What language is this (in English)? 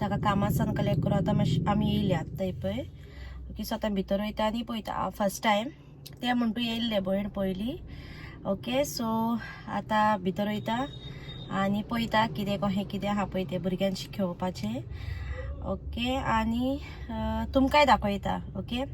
Konkani